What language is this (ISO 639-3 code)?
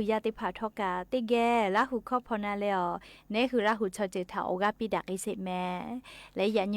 lhu